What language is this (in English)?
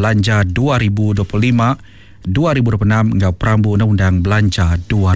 Iban